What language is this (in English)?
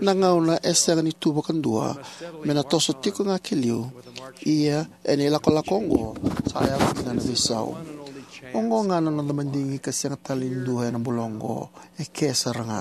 Fijian